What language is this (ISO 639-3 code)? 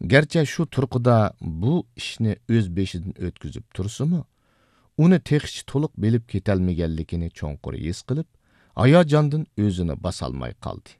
uig